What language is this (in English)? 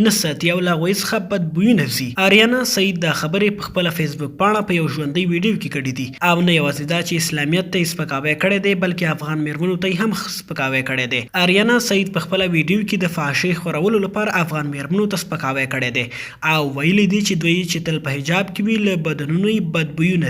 Pashto